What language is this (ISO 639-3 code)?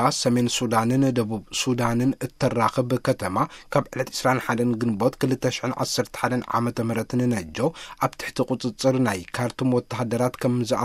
tir